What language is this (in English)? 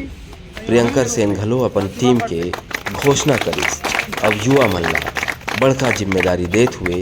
Chhattisgarhi